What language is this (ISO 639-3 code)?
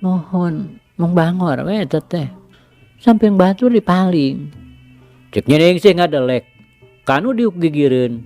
sun